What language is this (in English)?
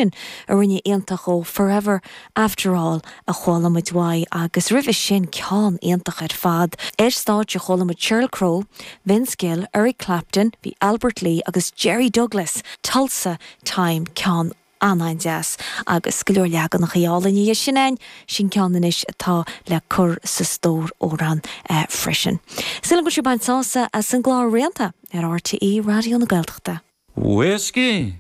Irish